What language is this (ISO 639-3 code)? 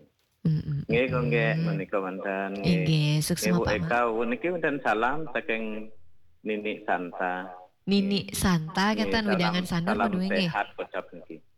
ban